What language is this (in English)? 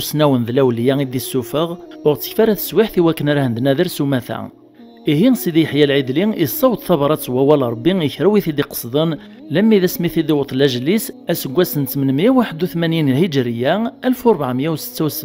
Kabyle